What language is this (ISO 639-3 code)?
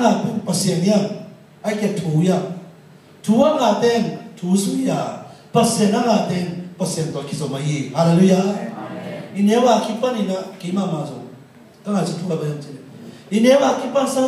ctd